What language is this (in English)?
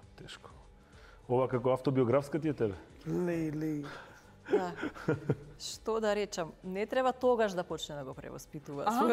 Macedonian